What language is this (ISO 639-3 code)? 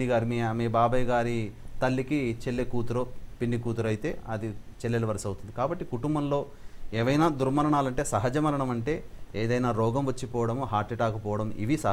tel